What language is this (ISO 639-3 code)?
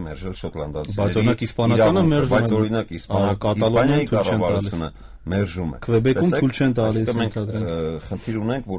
hye